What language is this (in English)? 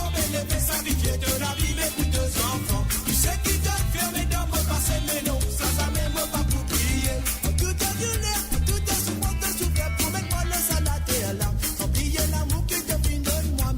Morisyen